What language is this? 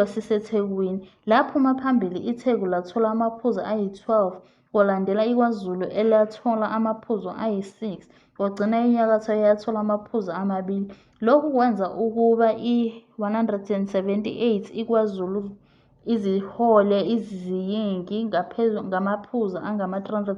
Zulu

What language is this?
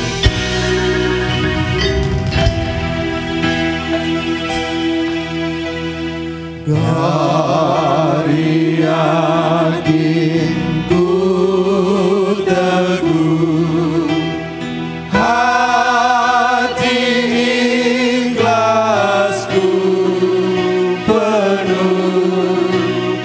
Indonesian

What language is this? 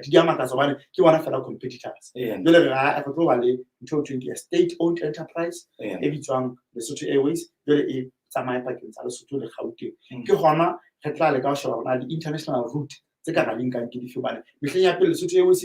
Southern Sotho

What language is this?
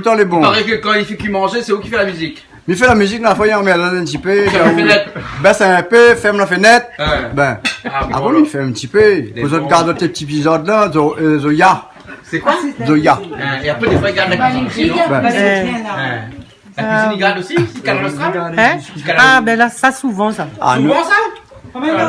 Réunion Creole French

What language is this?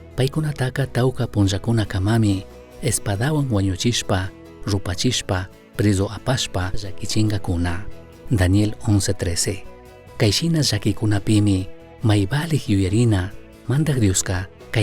Chimborazo Highland Quichua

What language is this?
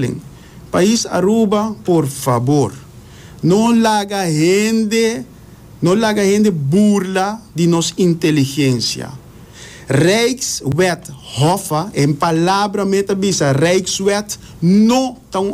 Papiamento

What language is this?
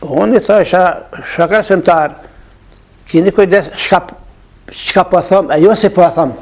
Albanian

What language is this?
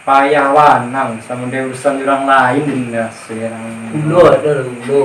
Minangkabau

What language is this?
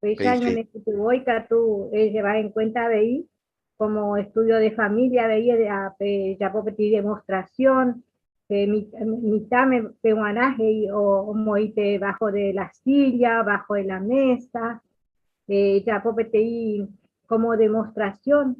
Guarani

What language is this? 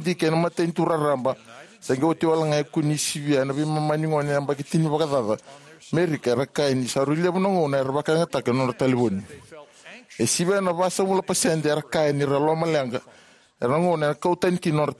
Fijian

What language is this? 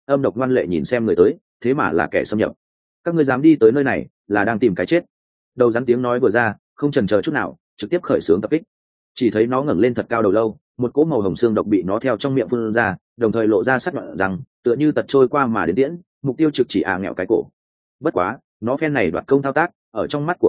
Vietnamese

